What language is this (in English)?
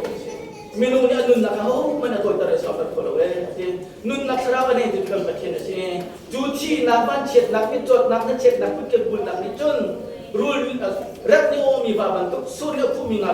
Hakha Chin